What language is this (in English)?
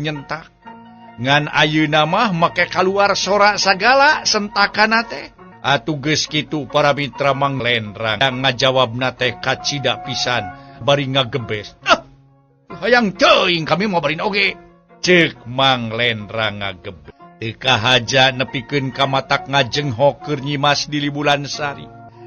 Sundanese